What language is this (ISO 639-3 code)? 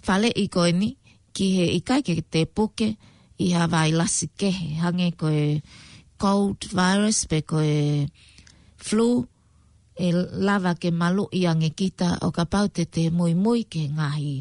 ton